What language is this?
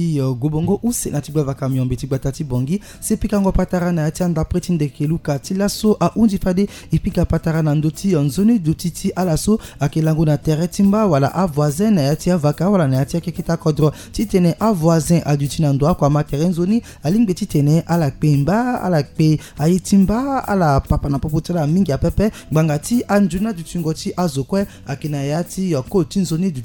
Sango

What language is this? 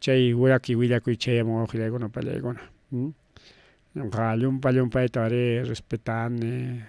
Ayacucho Quechua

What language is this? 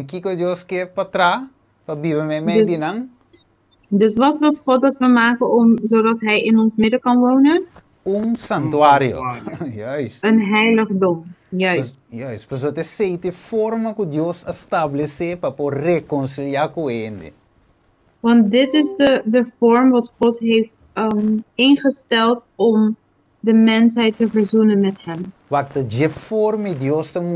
Papiamento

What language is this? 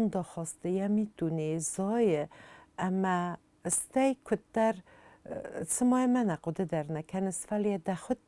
Ossetic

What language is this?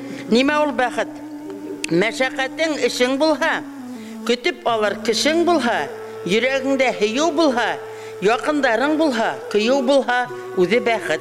Bashkir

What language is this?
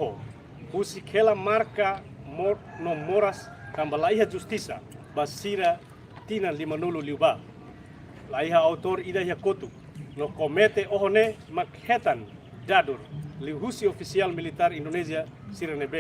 Tetum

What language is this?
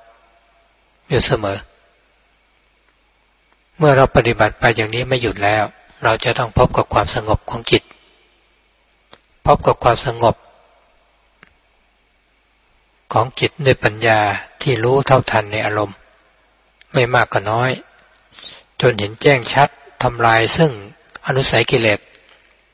Thai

